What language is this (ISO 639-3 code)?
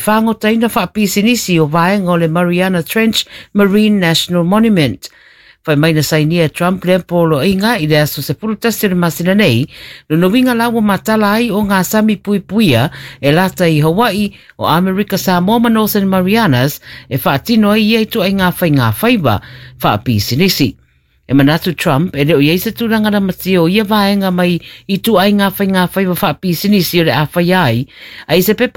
smo